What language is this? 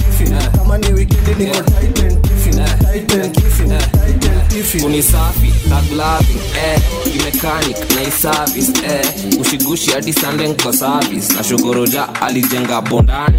Swahili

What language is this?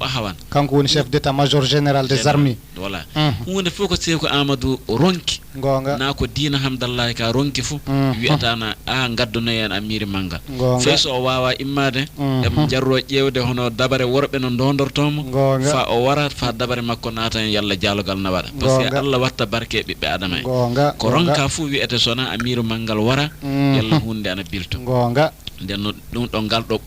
Fula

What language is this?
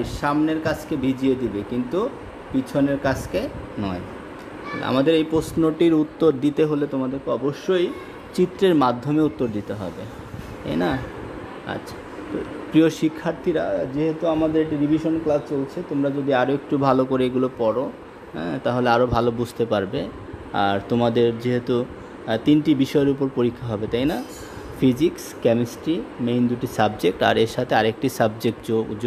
Bangla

